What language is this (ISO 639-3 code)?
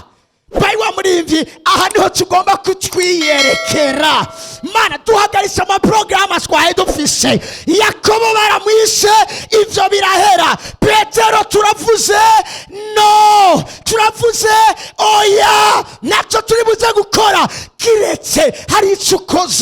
run